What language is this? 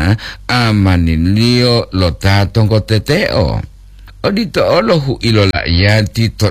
Gorontalo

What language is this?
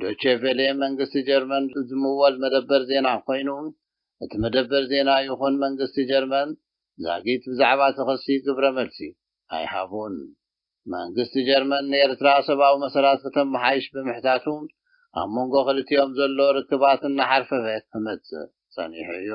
Tigrinya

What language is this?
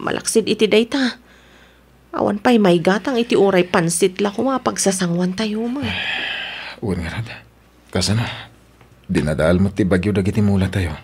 Iloko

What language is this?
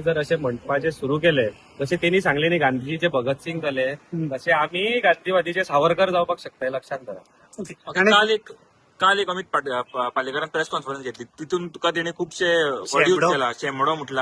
Konkani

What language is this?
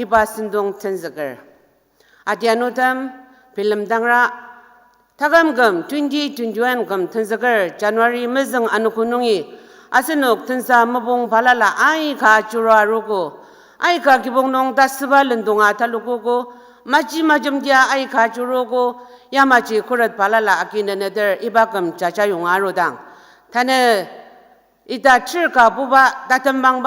Ao Naga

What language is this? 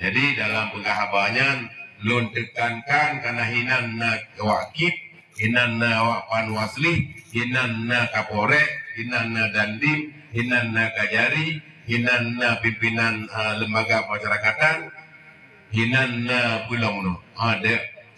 Achinese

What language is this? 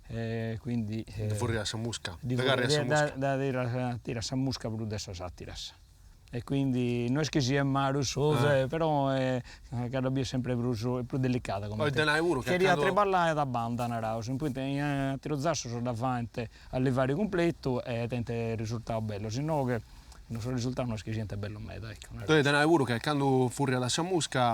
Sardinian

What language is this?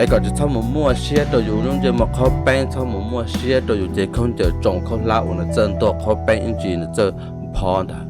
Hmong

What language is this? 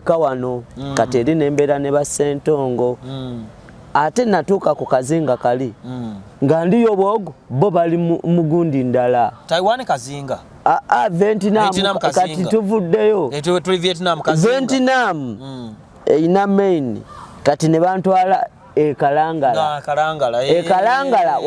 Ganda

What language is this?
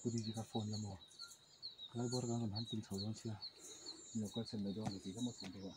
Mizo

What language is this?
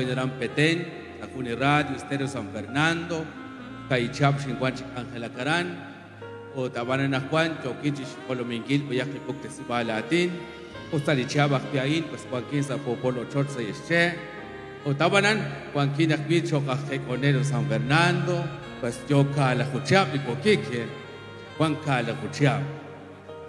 Kekchí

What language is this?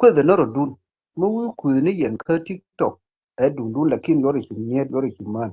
Nuer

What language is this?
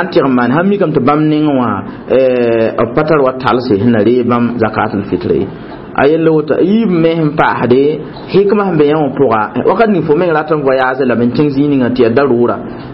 Mossi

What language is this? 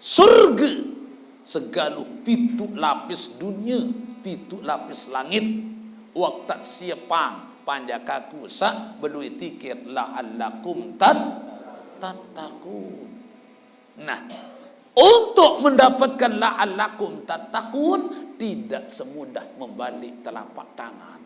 Sasak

